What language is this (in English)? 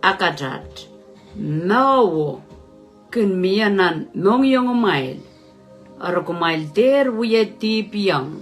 Pohnpeian